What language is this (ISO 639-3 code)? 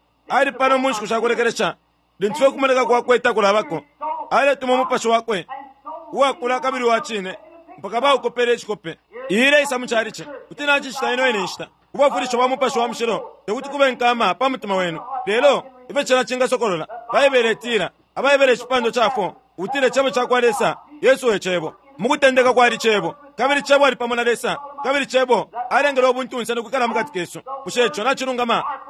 bem